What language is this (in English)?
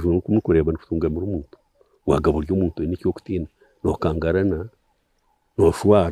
Nyankole